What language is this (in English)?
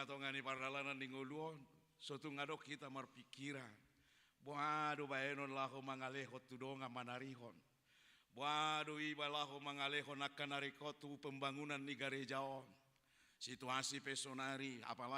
Batak Toba